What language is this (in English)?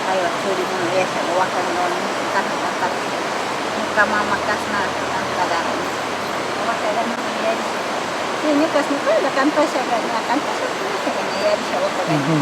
Northern Pastaza Quichua